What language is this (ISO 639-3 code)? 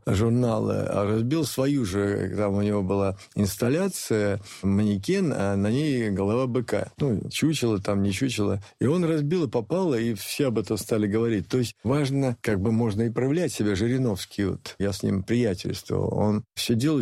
rus